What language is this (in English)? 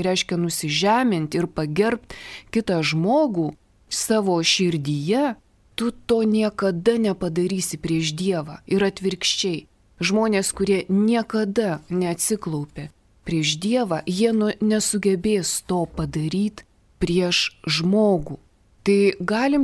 Lithuanian